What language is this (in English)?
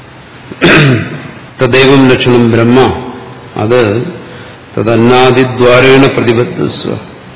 Malayalam